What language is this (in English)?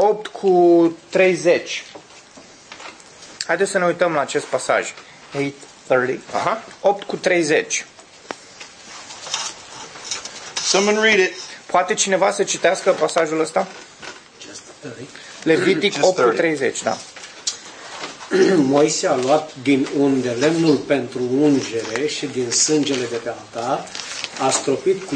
Romanian